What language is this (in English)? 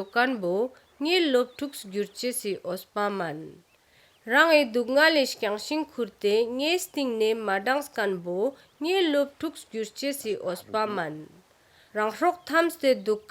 Ladakhi